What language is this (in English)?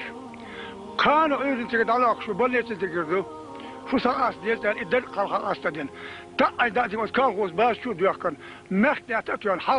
Chechen